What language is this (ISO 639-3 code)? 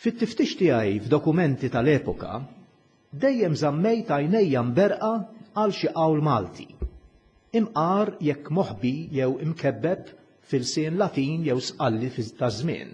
mlt